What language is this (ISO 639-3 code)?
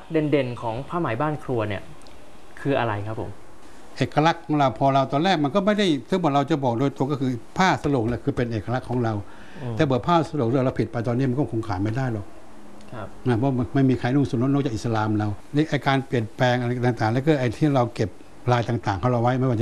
tha